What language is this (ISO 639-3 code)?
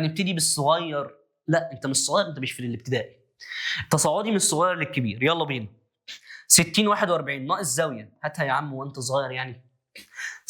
arz